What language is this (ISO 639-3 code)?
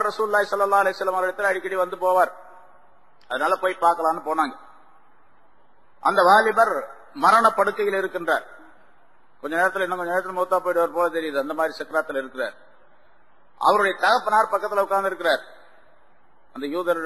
tam